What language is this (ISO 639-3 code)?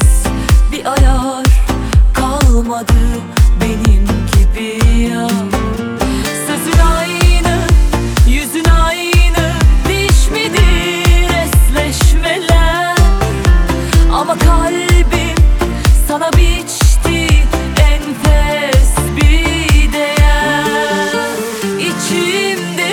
tur